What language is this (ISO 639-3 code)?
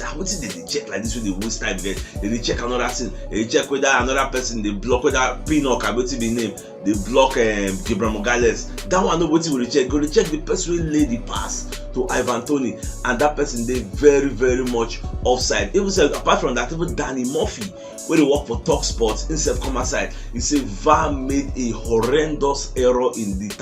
pcm